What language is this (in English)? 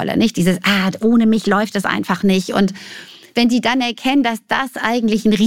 German